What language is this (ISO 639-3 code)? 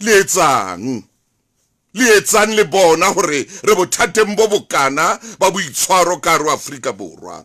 sot